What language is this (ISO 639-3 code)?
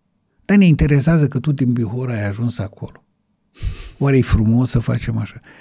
ron